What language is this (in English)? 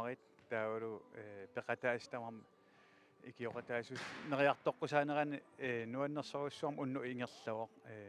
Kalaallisut